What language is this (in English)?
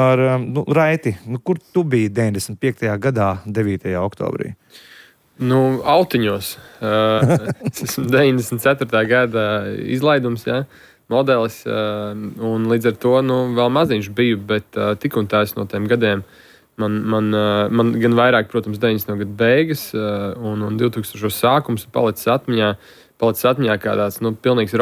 Latvian